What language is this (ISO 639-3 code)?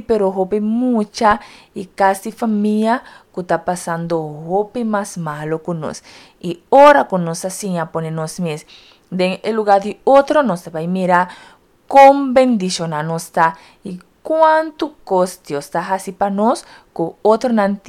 pap